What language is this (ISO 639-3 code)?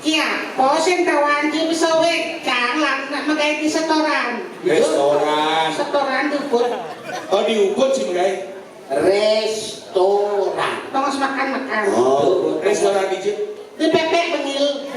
ban